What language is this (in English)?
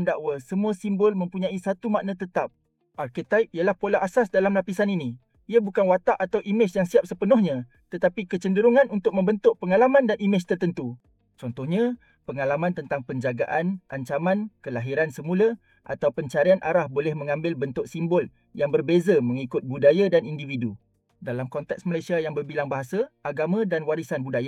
Malay